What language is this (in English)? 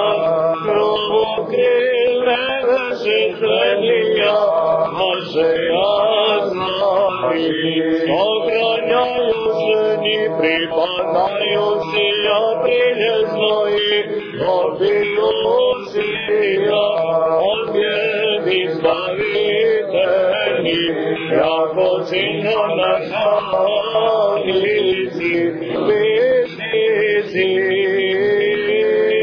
Serbian